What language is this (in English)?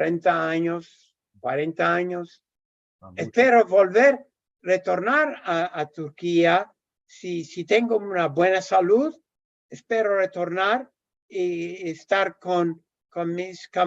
Ladino